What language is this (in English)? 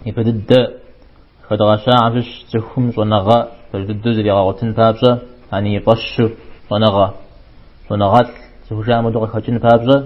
Kabardian